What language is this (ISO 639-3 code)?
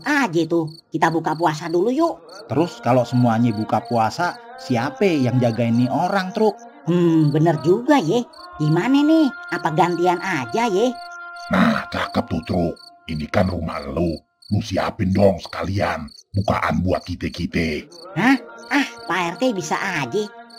bew